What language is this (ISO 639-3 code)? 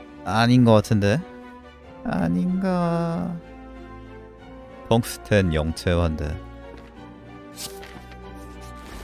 kor